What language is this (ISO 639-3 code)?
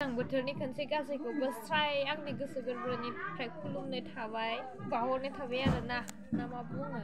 brx